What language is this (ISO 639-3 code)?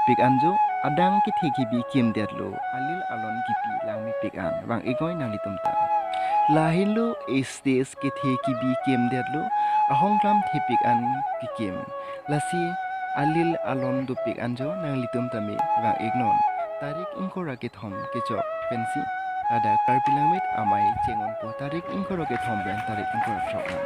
mjw